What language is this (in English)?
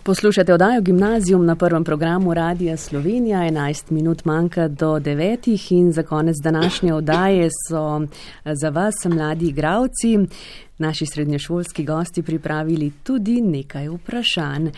Slovenian